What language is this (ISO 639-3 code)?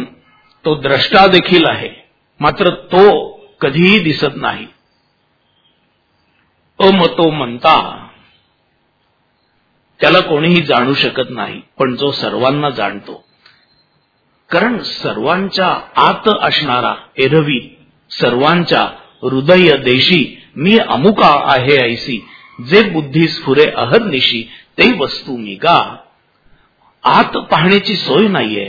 mar